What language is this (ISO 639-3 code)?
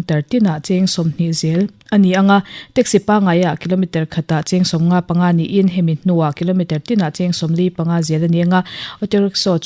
lus